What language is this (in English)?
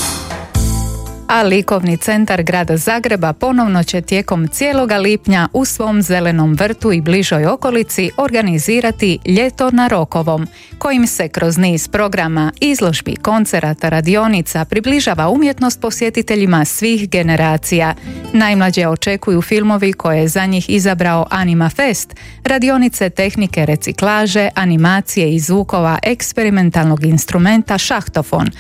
Croatian